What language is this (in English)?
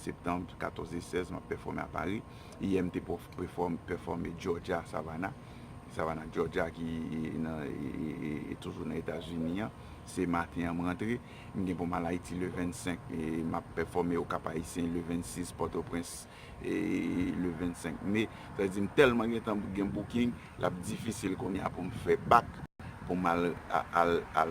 Haitian Creole